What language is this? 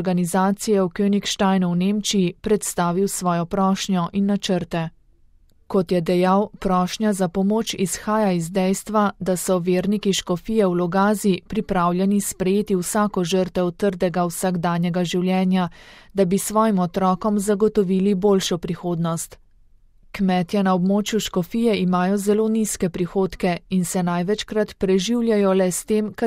Slovenian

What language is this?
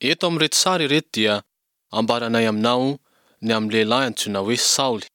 Malagasy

